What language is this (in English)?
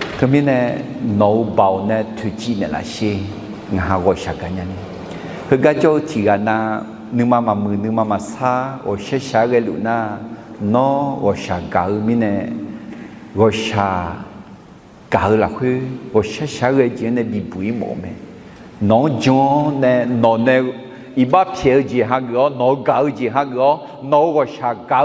Akha